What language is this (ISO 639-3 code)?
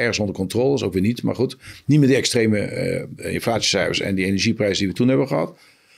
nld